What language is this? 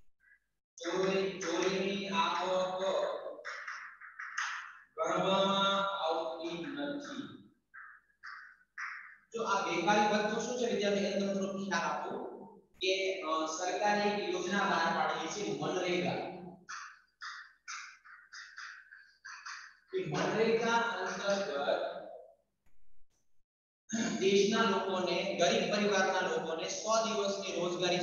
Gujarati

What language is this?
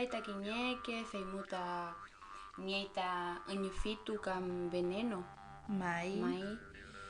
Mapuche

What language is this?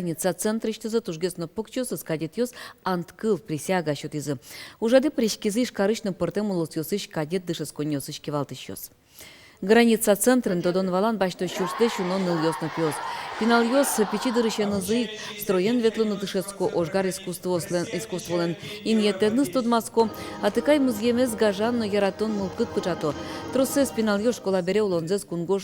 Udmurt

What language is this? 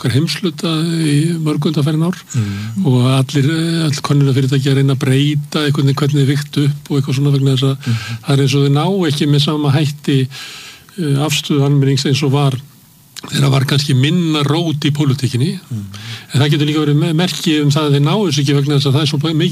Icelandic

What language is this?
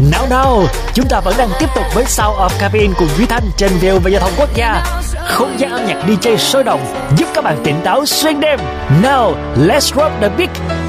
Vietnamese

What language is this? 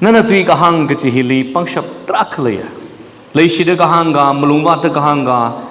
Tangkhul Naga (India)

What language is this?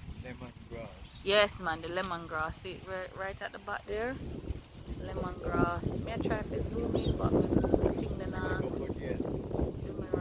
Jamaican Creole English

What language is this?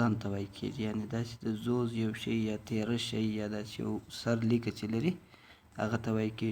Pashto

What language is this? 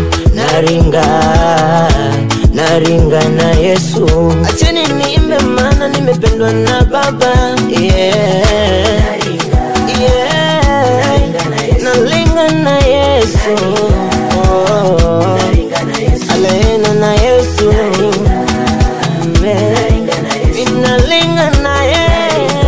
Swahili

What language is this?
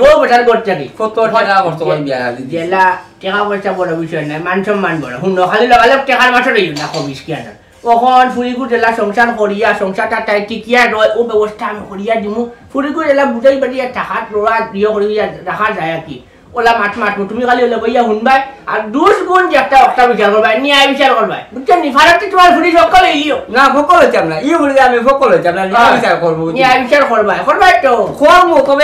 Sylheti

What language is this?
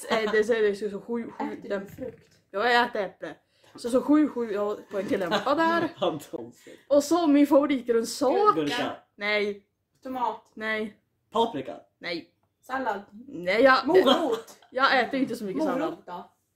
Swedish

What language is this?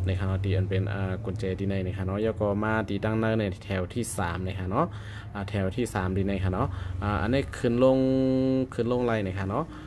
Shan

